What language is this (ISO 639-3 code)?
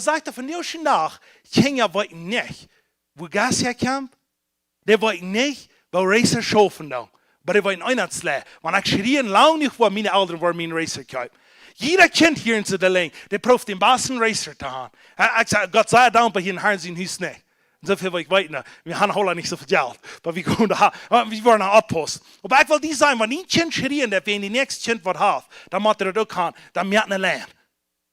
pdt